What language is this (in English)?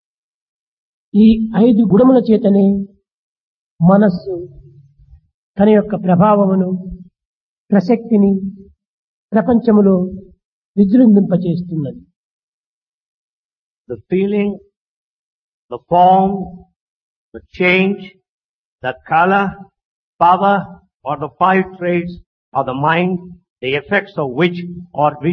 Telugu